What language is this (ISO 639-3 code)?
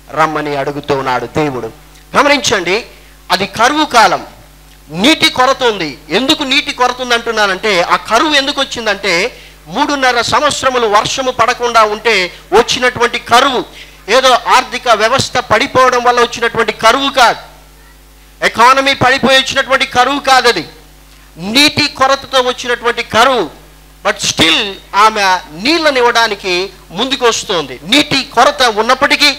tel